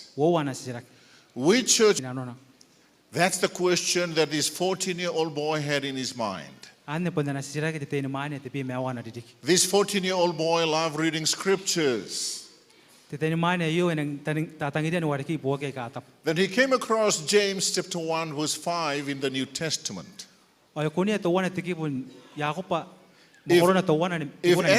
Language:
Gilbertese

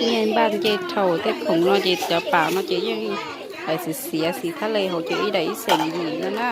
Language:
Hmong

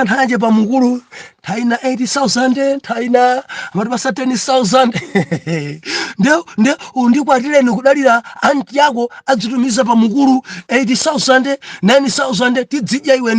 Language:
Nyanja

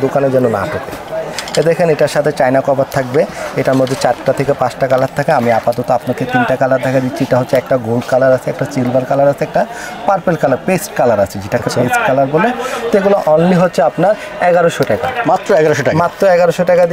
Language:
Bangla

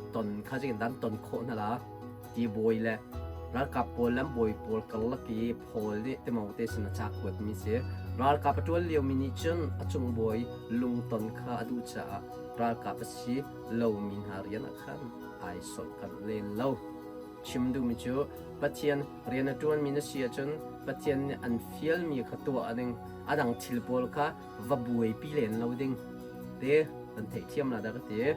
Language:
Hakha Chin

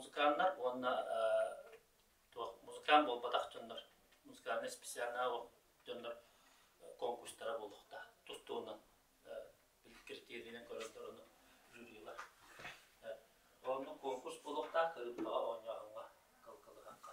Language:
Yakut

